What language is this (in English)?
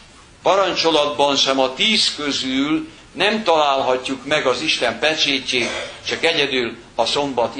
Hungarian